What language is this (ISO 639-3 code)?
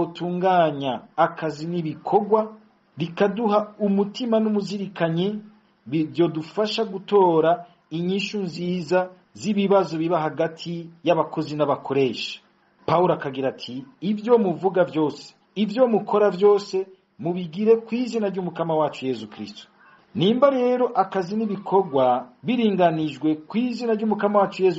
run